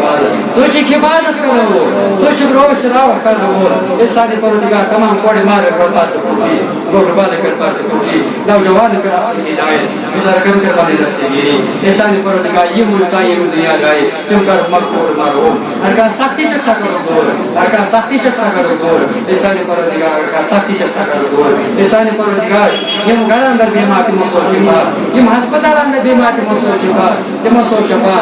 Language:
Kashmiri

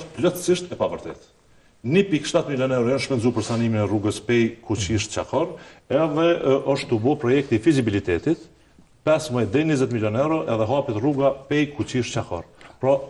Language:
Albanian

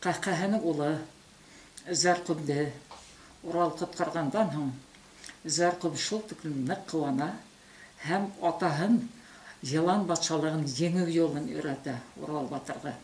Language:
Bashkir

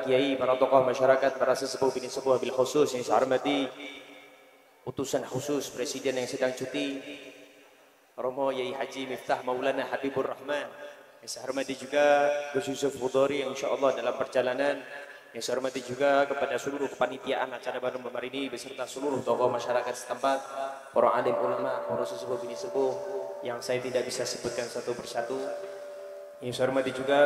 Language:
Indonesian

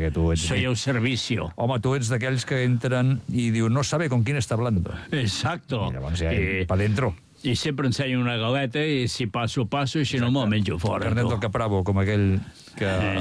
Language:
Catalan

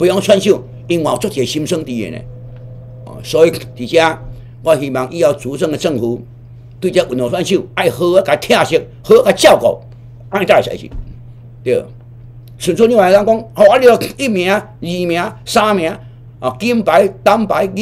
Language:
Min Nan Chinese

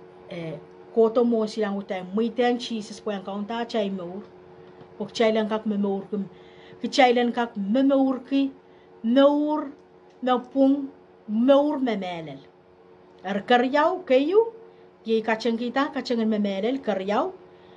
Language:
Pohnpeian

